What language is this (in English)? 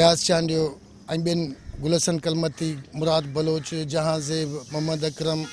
Sindhi